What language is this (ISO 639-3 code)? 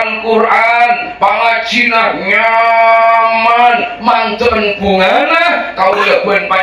mad